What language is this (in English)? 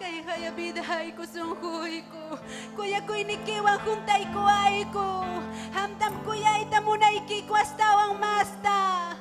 Ayacucho Quechua